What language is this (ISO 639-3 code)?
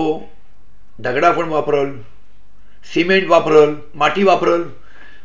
mar